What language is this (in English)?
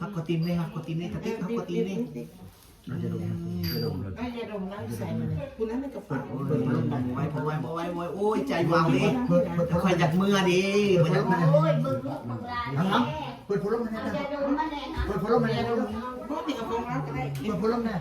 Northeastern Thai